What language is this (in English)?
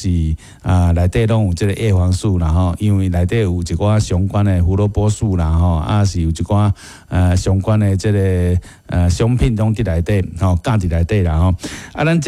Min Nan Chinese